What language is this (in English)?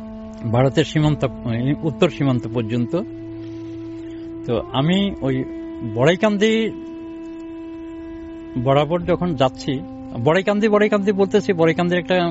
Bangla